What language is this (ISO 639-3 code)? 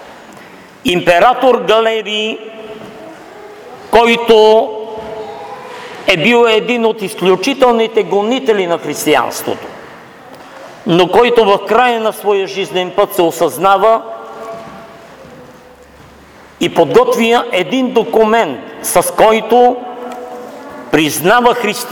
bul